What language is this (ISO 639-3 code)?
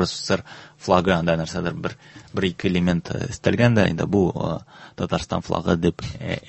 tat